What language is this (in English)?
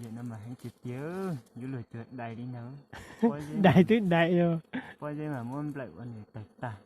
Hmong